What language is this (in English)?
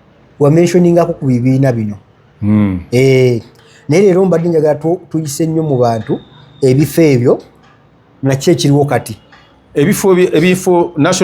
Ganda